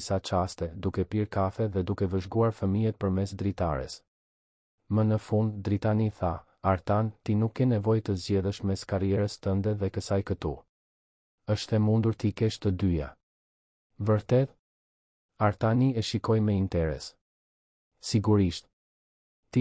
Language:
Albanian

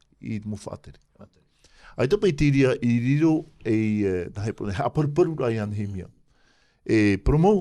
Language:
Tahitian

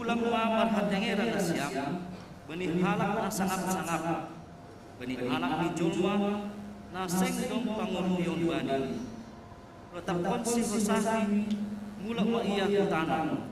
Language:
Batak Simalungun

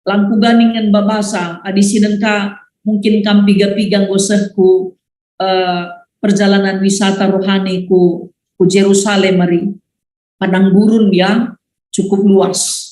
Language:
Batak Karo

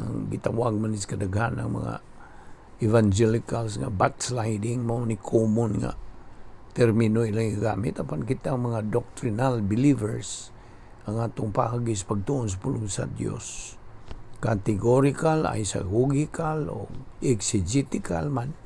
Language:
Cebuano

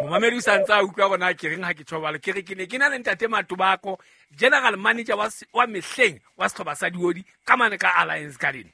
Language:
Southern Sotho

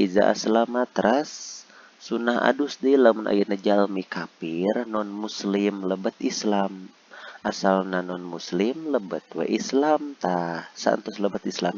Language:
Sundanese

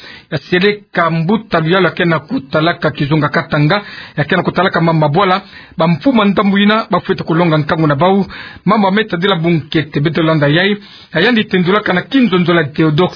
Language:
Kituba (Democratic Republic of Congo)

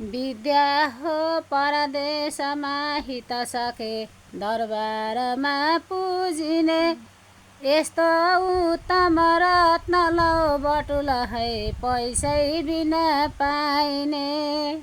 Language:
Nepali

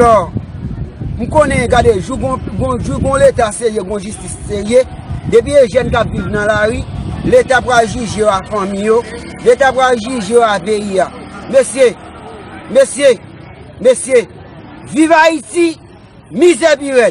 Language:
Haitian Creole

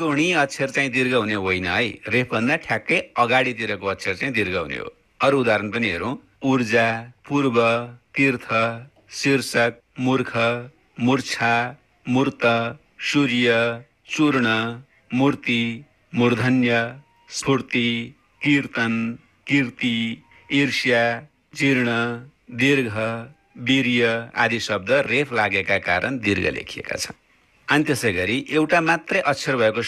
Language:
Nepali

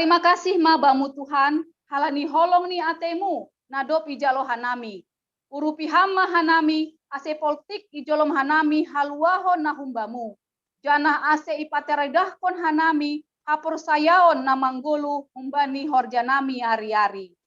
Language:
Batak Simalungun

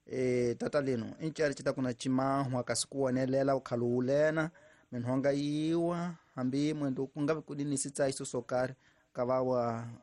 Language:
Tsonga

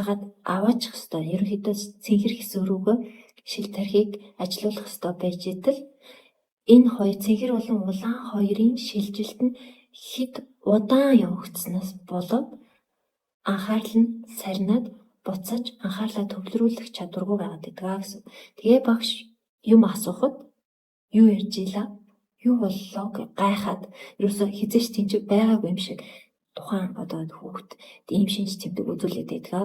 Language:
Mongolian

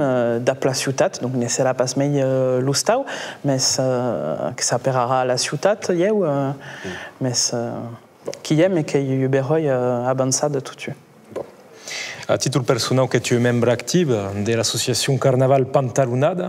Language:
Occitan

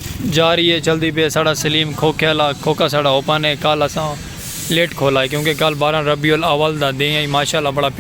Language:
Saraiki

